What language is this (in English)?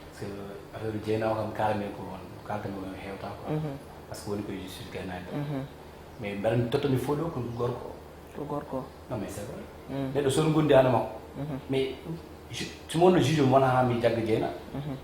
Fula